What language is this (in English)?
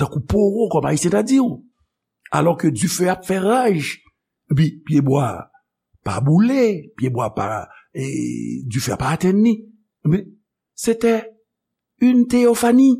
Haitian Creole